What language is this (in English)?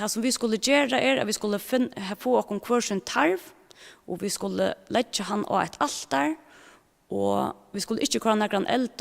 Faroese